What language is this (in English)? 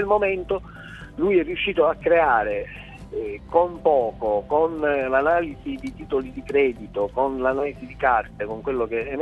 Italian